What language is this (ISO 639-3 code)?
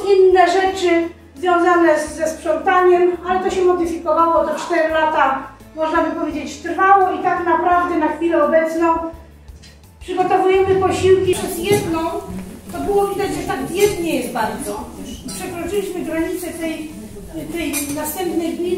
pol